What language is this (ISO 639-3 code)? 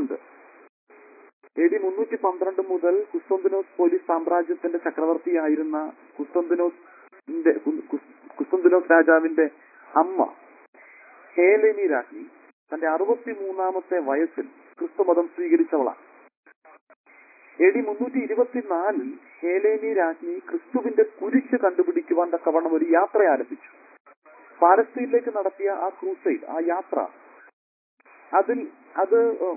mal